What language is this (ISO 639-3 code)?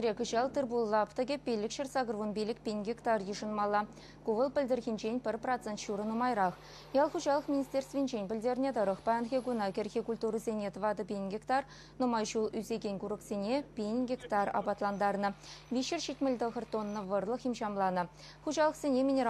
chv